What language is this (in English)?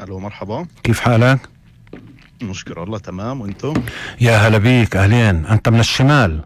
North Levantine Arabic